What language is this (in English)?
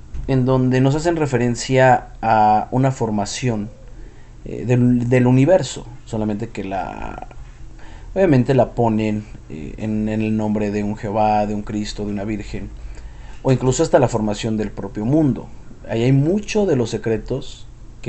Spanish